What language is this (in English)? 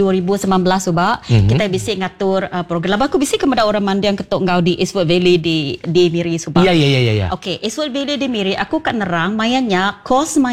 Iban